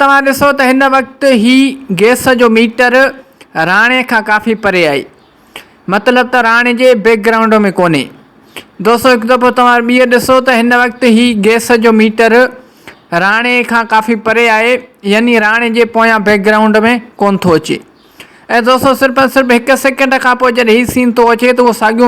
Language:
Sindhi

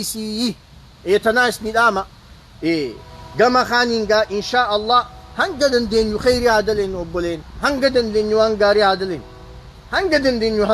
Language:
Oromo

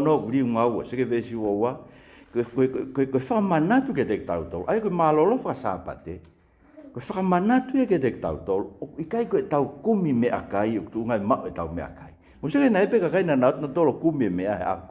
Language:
Tongan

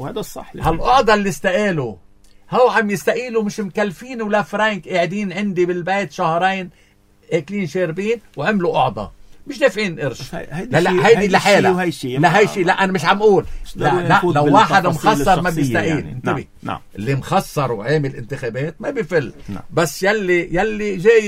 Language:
North Levantine Arabic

